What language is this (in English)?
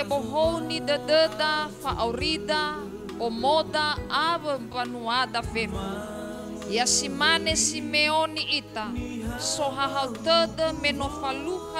Nias